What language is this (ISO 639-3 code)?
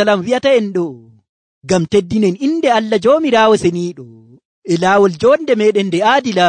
fuv